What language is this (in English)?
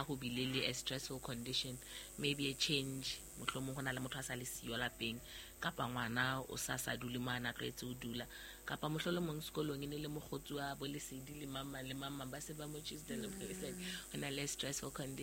Southern Sotho